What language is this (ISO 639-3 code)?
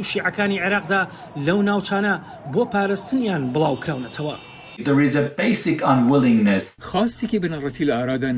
ckb